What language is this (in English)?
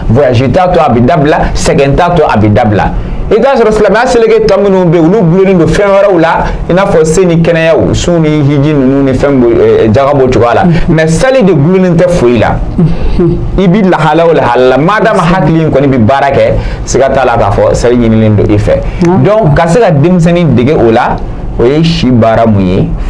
Bambara